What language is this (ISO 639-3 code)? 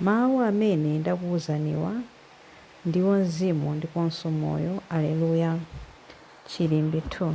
nya